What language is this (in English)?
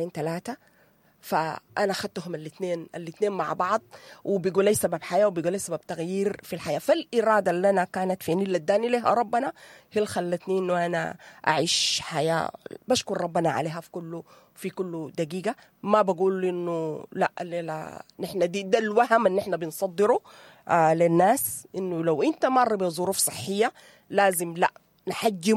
Sudanese Arabic